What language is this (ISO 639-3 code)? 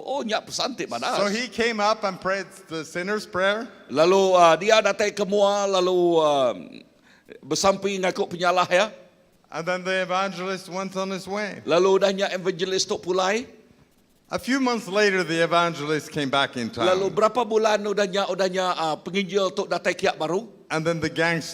iba